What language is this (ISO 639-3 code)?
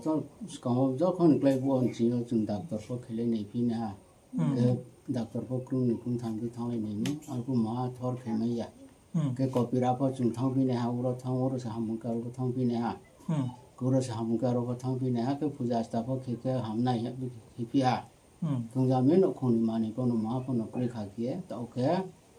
ria